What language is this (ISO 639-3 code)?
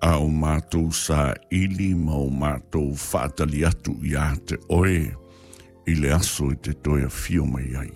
smo